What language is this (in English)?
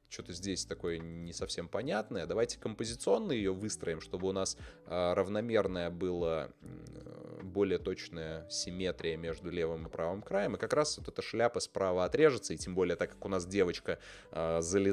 Russian